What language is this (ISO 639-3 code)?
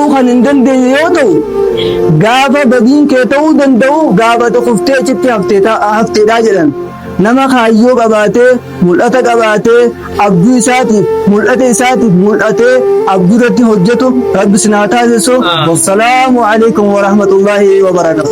orm